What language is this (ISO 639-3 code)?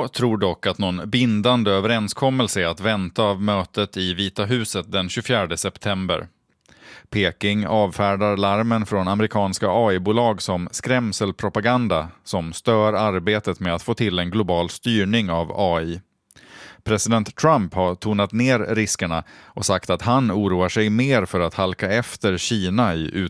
swe